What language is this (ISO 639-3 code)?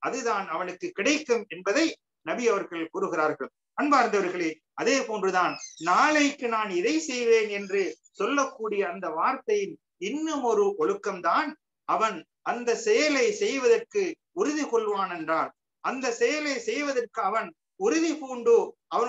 tam